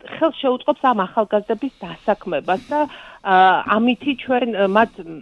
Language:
Georgian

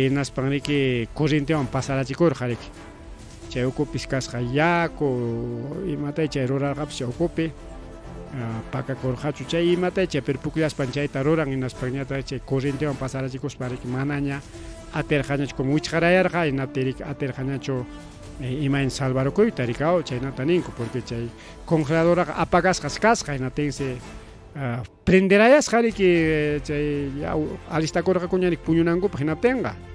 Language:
Ayacucho Quechua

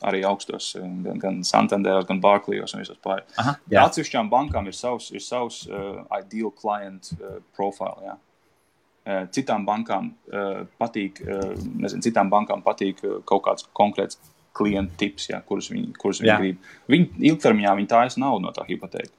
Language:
Latvian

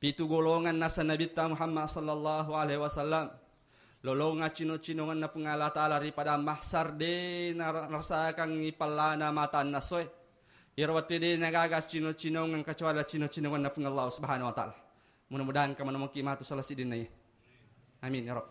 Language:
Buginese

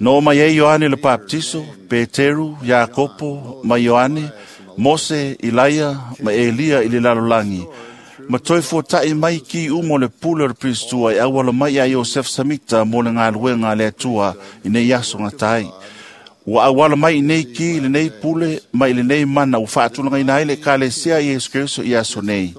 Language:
Samoan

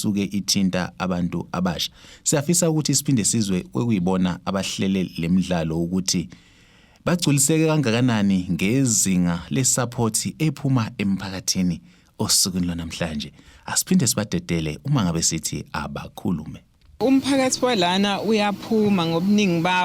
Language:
Zulu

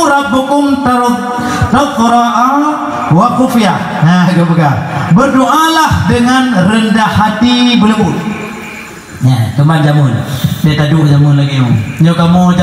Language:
Achinese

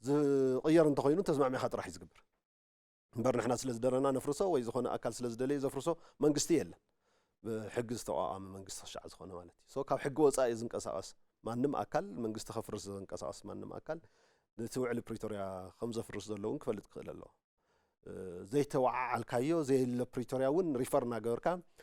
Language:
Tigrinya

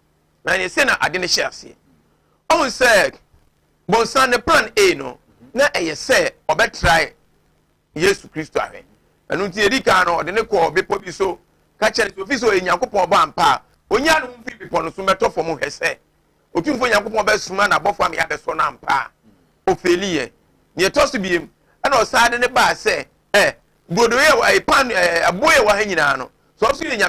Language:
Akan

